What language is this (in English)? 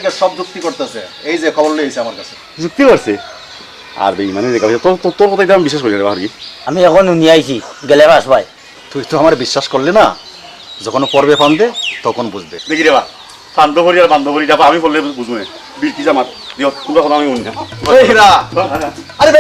Sylheti